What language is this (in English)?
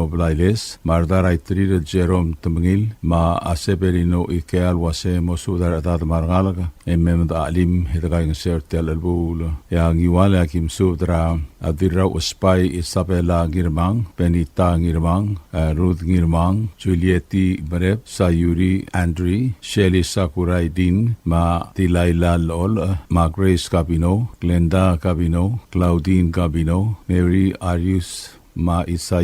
Palauan